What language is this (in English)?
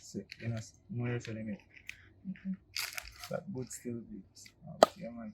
Jamaican Creole English